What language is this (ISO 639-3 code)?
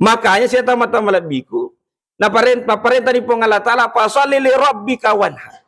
bug